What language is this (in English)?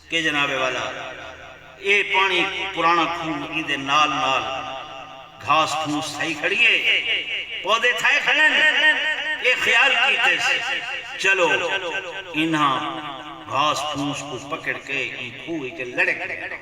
Saraiki